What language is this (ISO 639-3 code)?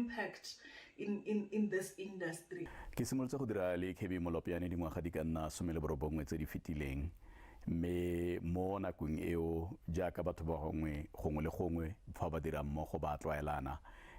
tsn